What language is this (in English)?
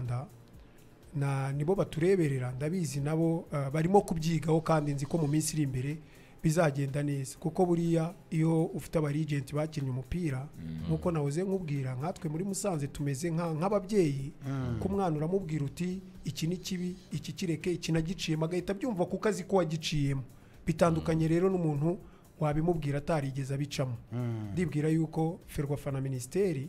Kinyarwanda